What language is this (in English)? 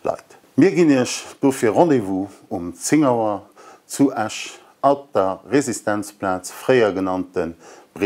Luxembourgish